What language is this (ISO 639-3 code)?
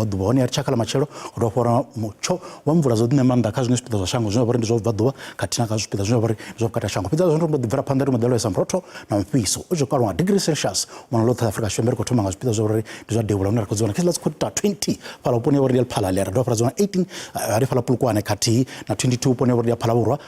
ven